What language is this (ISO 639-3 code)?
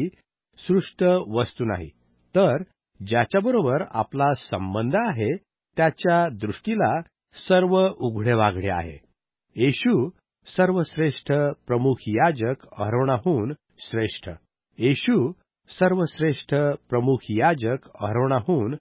mar